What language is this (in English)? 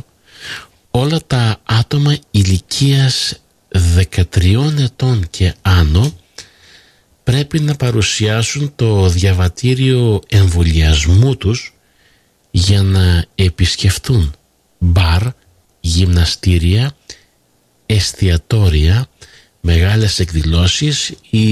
Greek